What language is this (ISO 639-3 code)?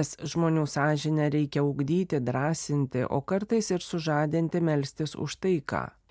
lit